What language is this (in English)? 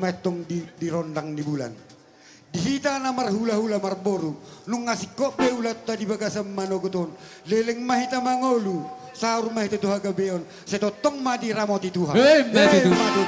Batak Toba